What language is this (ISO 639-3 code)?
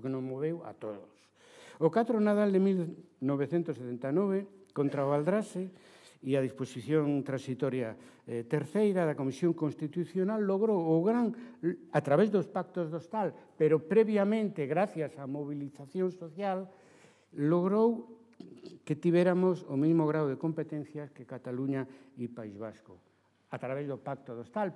glg